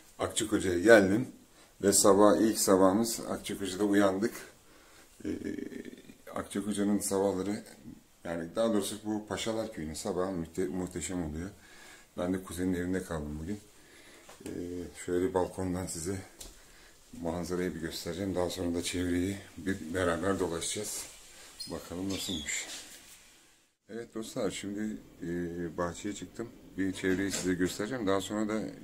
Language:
Turkish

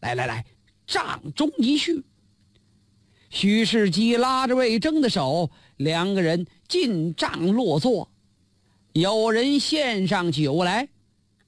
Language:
Chinese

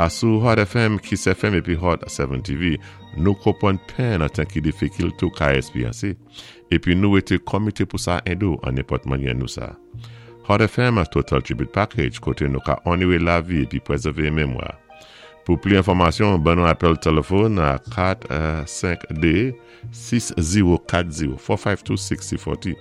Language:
Saint Lucian Creole French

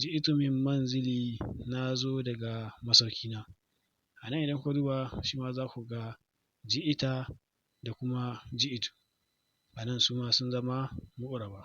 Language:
Hausa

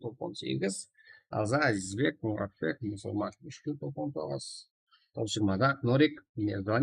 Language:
Kara-Kalpak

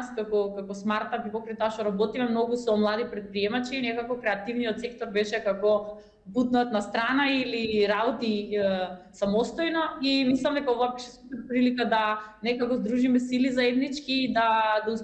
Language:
Macedonian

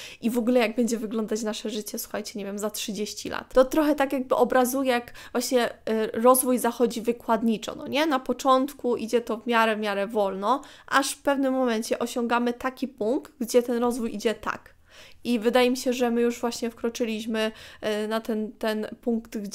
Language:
Polish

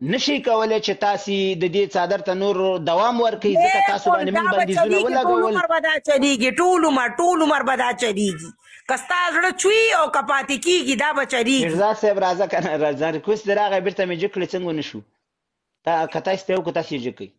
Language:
Pashto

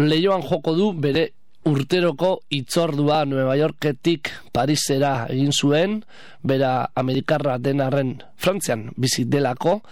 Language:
Basque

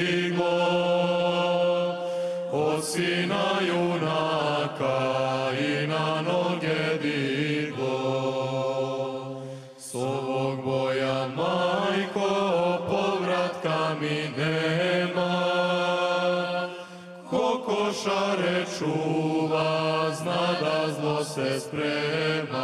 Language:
Serbian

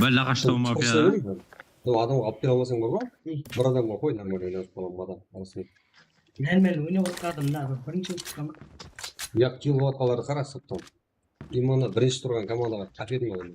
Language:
Kara-Kalpak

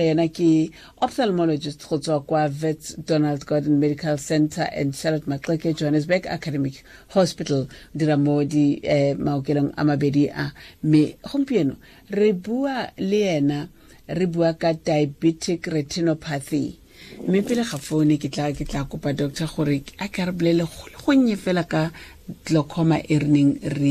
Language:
Tswana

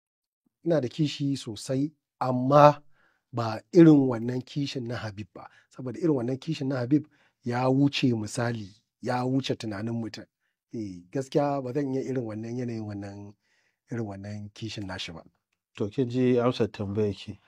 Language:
Hausa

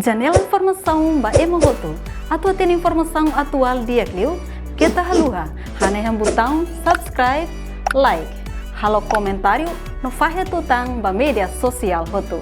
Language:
Tetum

